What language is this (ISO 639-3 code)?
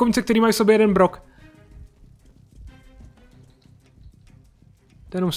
ces